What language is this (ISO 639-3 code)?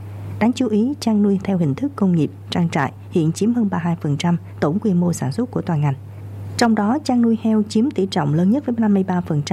vie